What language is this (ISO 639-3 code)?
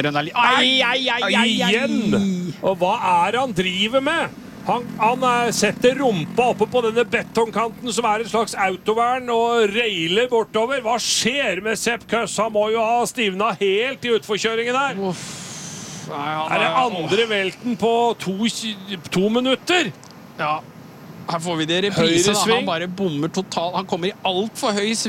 nor